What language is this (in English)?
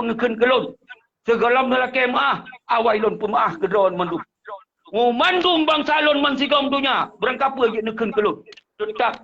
Achinese